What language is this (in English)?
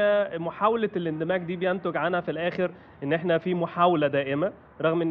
Egyptian Arabic